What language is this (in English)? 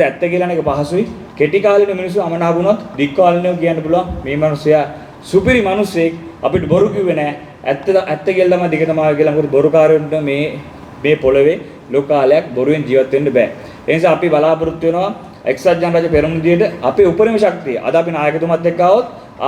Sinhala